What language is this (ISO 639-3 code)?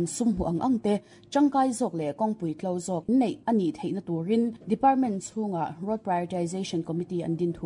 lus